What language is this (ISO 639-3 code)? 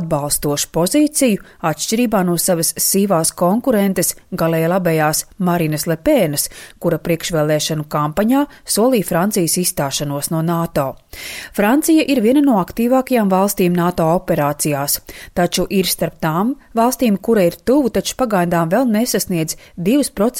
lav